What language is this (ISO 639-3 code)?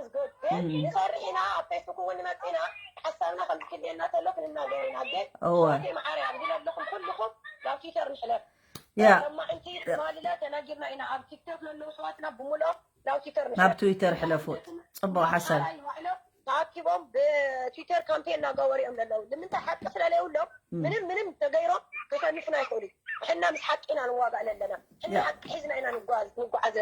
tir